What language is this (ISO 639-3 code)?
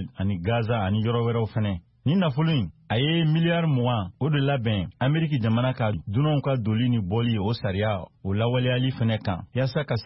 bam